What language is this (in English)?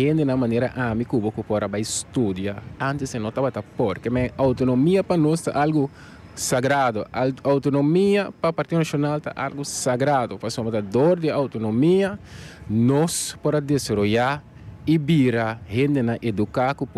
Papiamento